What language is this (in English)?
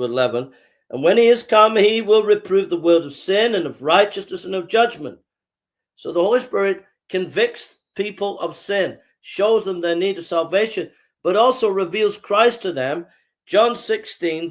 English